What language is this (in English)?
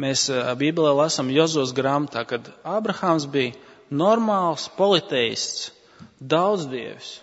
Latvian